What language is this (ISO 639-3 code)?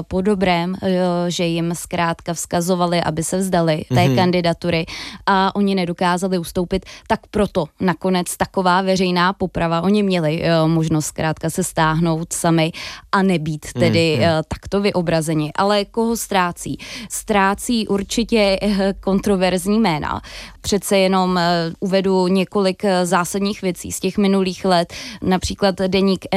ces